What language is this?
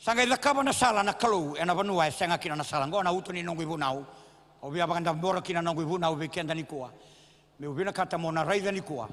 Fijian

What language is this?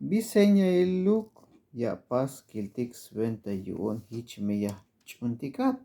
Tzeltal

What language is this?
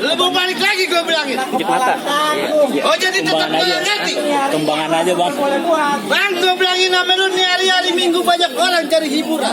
Betawi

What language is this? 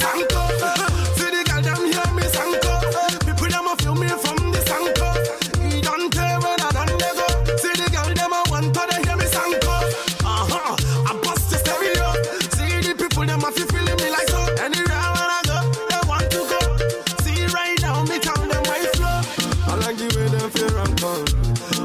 Nigerian Pidgin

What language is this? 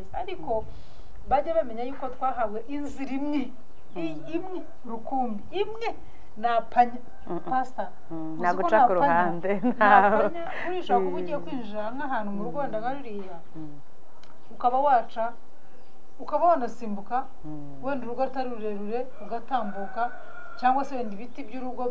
Kinyarwanda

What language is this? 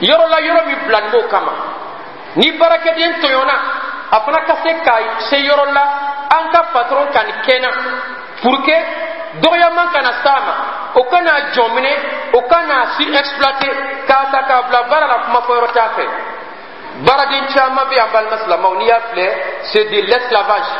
Bambara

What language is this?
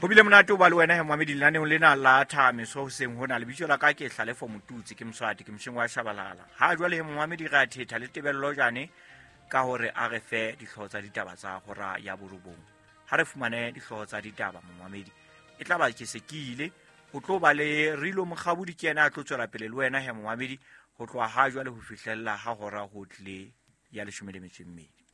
Southern Sotho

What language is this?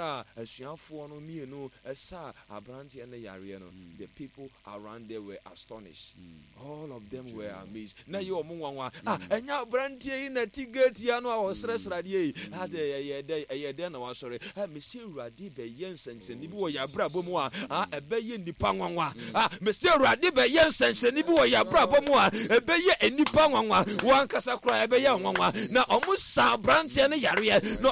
Akan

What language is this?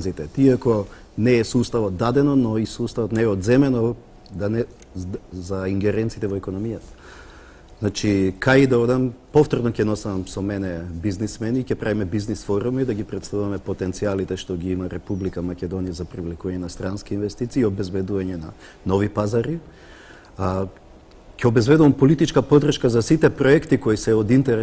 Macedonian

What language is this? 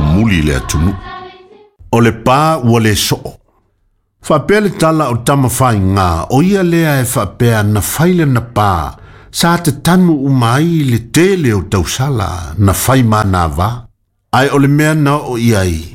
Samoan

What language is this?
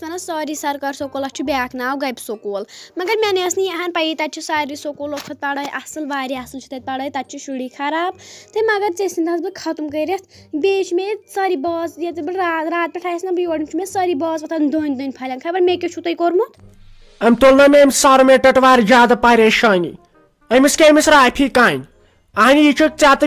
Kashmiri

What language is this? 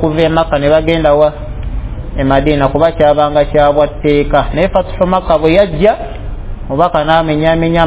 Ganda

